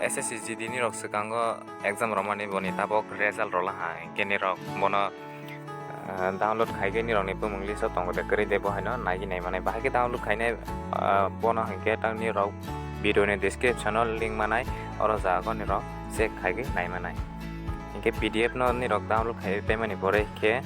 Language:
Kok Borok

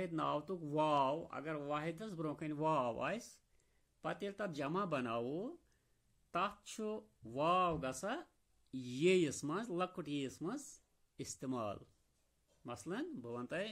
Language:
Kashmiri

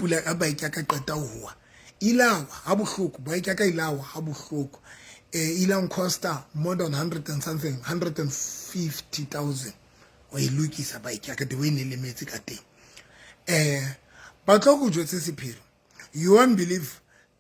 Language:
Southern Sotho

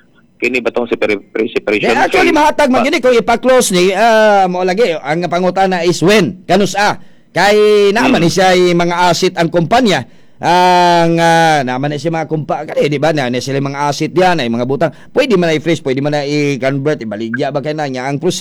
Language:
Cebuano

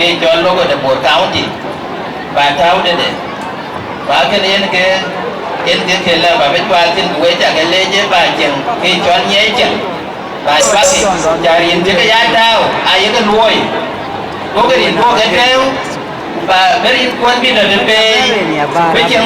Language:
Dinka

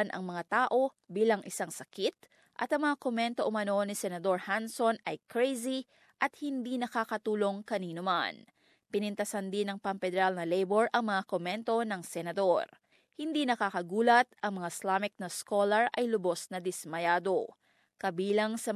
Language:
Filipino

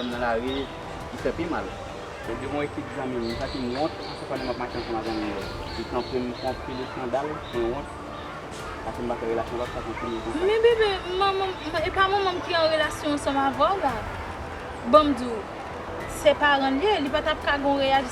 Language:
Haitian Creole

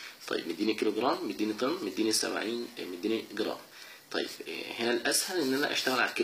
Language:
Egyptian Arabic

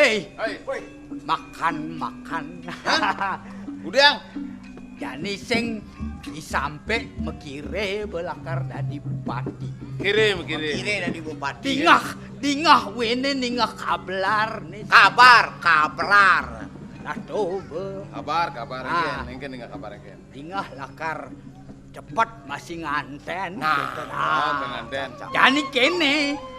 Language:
Balinese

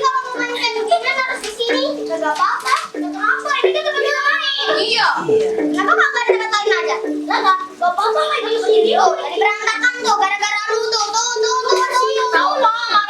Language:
Betawi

